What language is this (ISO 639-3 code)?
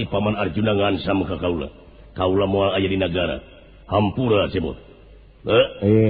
sun